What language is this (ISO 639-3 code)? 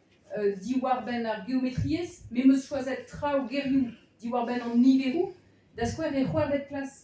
bre